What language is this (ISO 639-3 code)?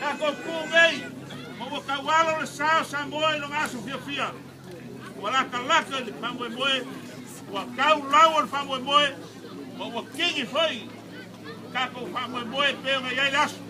smo